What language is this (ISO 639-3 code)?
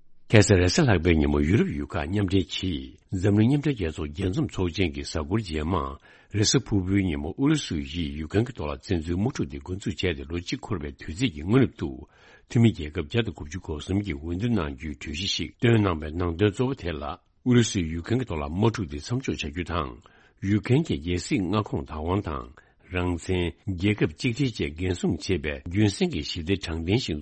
bod